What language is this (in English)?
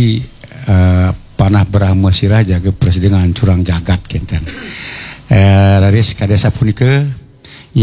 Balinese